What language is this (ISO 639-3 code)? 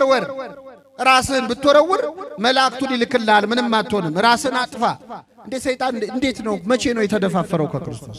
amh